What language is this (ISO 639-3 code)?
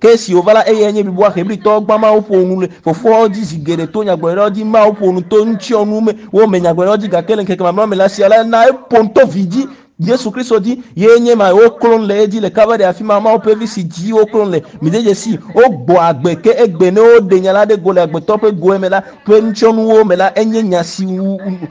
ewe